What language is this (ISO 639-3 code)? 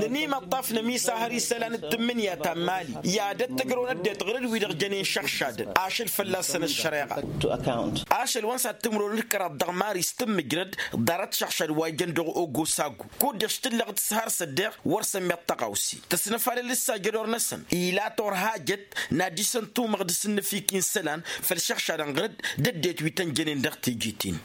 taq